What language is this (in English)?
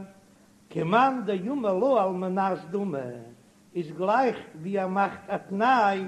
Yiddish